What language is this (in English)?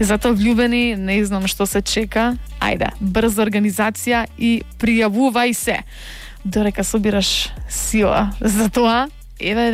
Macedonian